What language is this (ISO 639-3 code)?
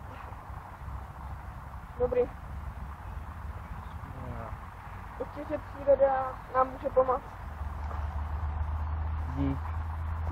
ces